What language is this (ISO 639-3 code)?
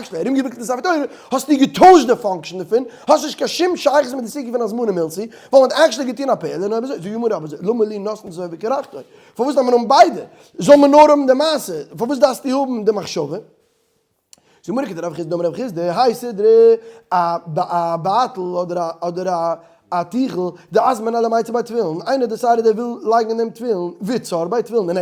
yid